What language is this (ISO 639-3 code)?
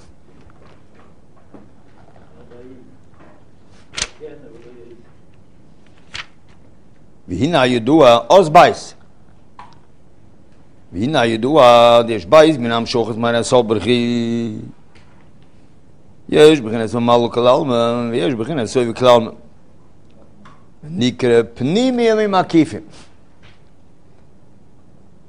heb